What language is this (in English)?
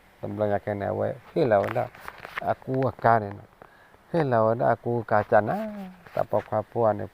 S'gaw Karen